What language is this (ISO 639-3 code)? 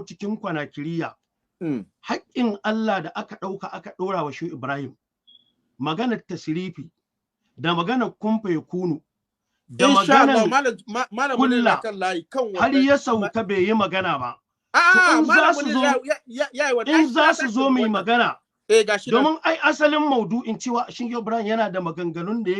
hau